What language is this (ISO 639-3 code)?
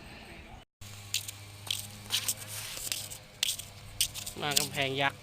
lao